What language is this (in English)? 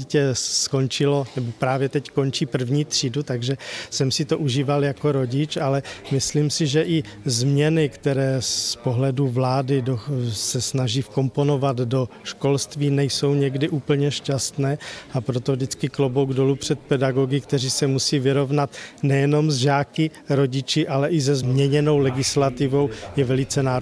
Czech